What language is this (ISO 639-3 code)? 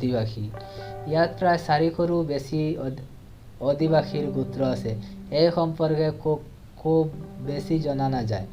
asm